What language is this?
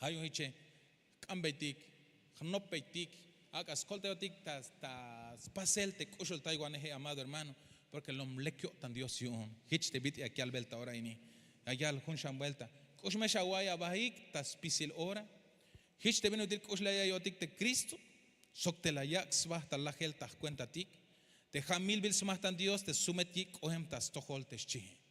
Tzeltal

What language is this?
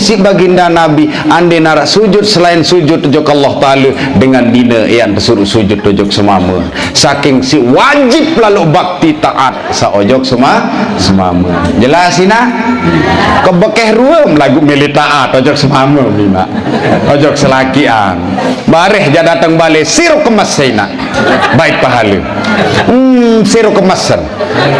Sasak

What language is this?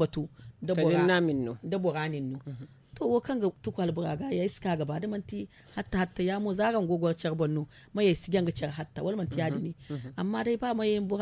Zarma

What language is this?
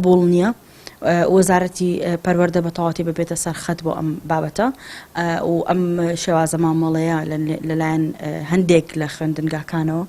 Central Kurdish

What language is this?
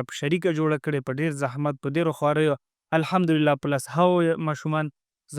Pashto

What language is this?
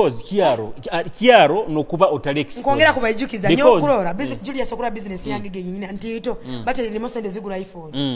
Nyoro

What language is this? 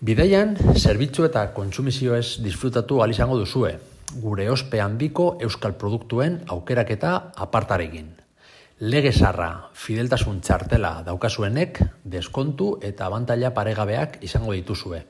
Basque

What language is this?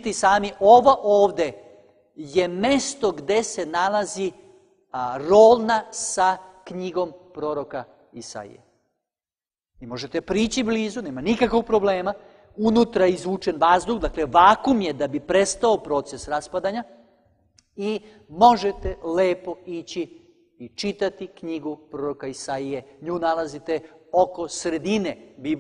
Serbian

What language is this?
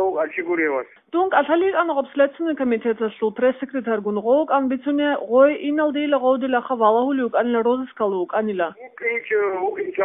Avaric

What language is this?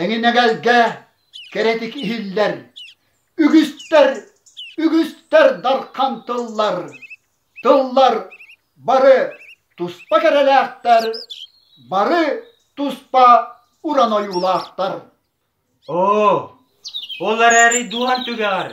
Yakut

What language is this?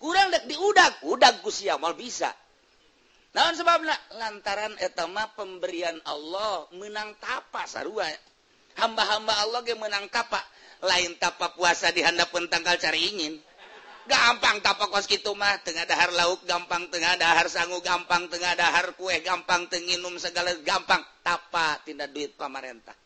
Sundanese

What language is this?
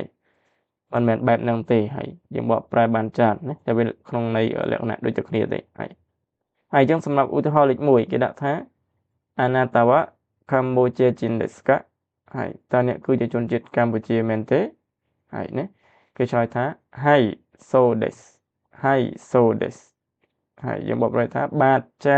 Khmer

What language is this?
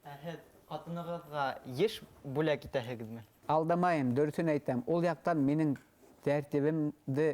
Bashkir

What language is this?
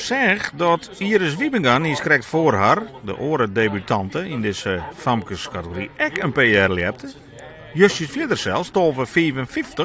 Western Frisian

